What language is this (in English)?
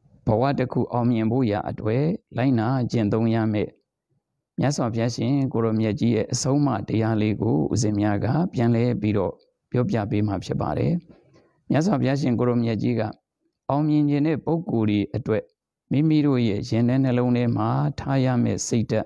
Burmese